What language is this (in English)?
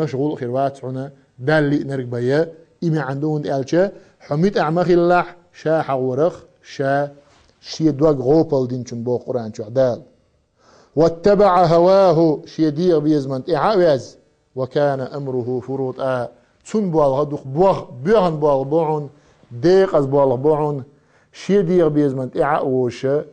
Chechen